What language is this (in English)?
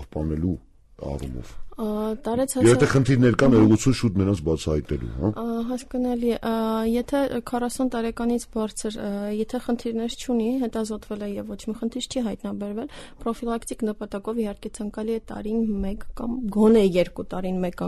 Armenian